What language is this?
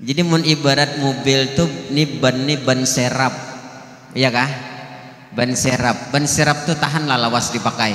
Banjar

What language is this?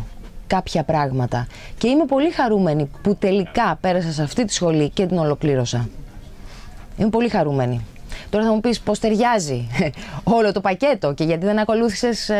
Greek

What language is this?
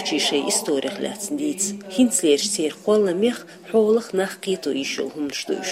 Chechen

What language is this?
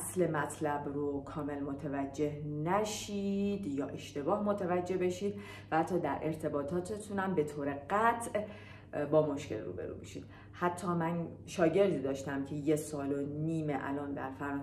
Persian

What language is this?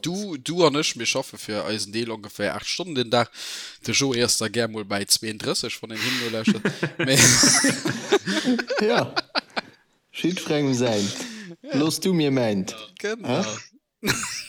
Luxembourgish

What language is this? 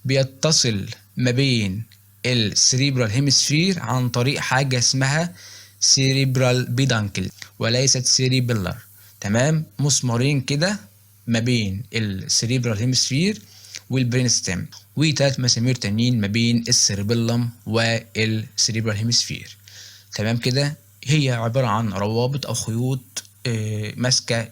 Egyptian Arabic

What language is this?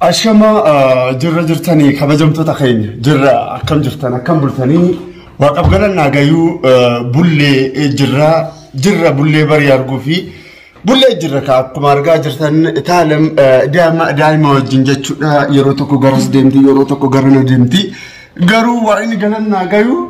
Oromo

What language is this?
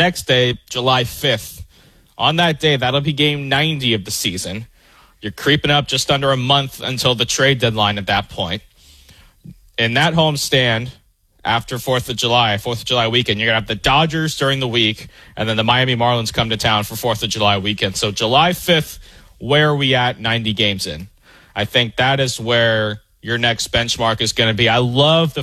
English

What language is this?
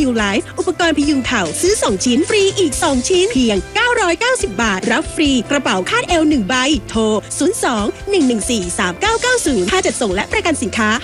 Thai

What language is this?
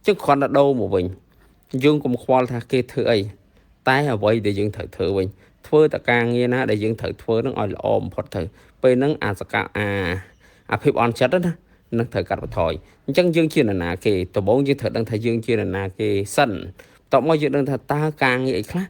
Khmer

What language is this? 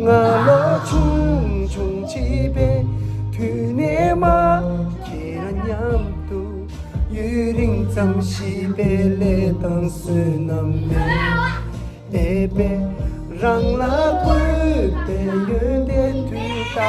Tibetan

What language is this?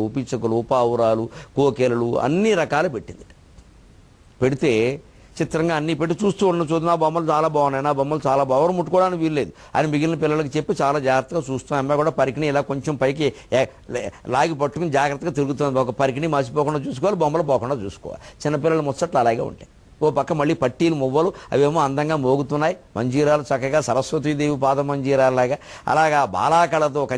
Telugu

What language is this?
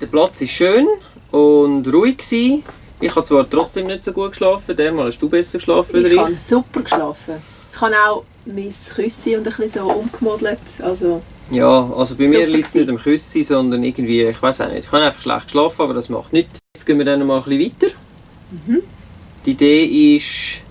Swiss German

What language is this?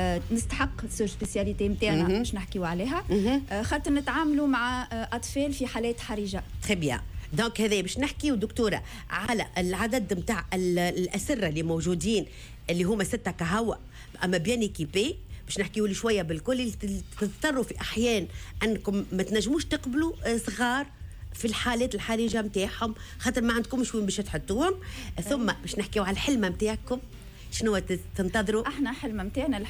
Tunisian Arabic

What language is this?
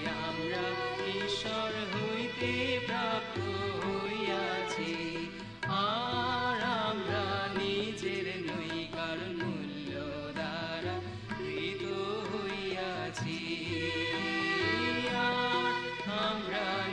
Bangla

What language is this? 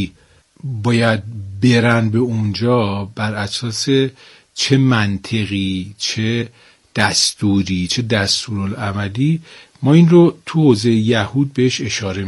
Persian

